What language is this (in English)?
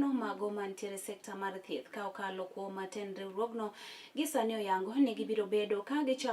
Luo (Kenya and Tanzania)